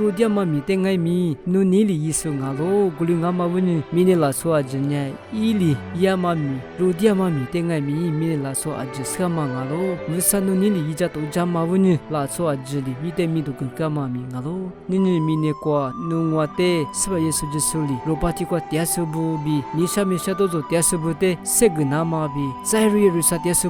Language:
Lisu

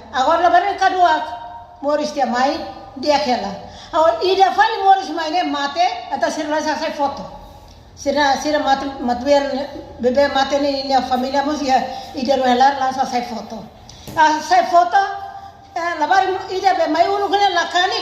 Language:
Tetum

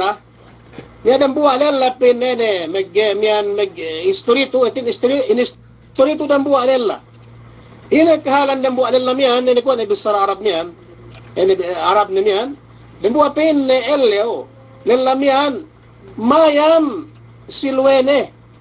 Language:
Yakan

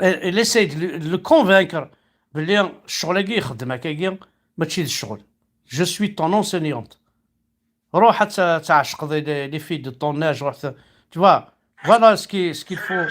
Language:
Kabyle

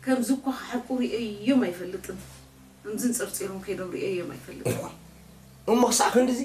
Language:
Tigrinya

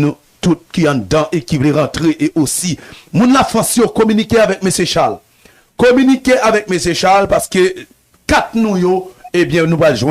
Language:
Haitian Creole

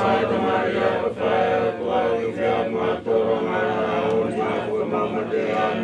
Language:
Tongan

